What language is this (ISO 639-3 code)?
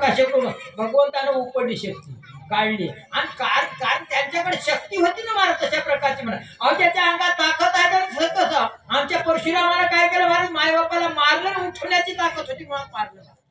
mar